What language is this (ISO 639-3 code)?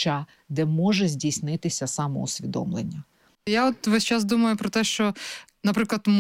ukr